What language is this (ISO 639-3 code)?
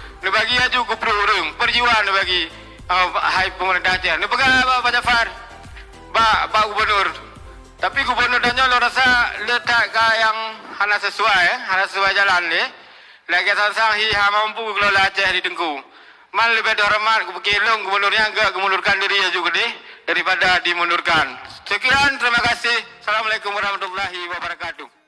ace